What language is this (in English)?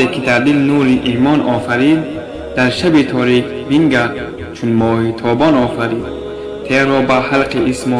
Tajik